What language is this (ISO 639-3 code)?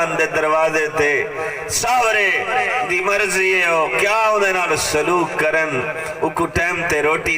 skr